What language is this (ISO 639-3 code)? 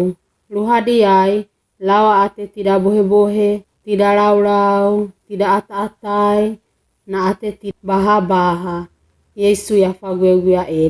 wgb